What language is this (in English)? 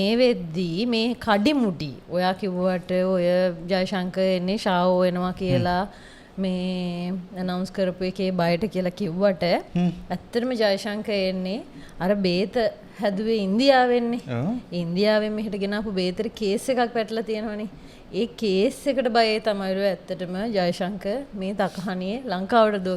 Sinhala